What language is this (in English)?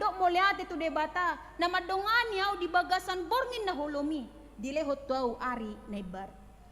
Batak Toba